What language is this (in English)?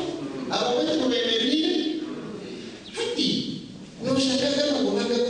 Nyankole